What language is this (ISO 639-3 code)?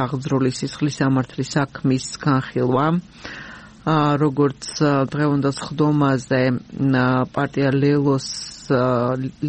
kat